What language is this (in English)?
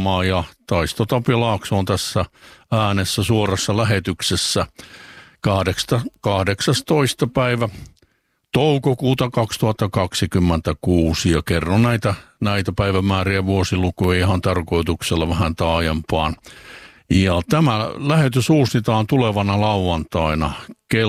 Finnish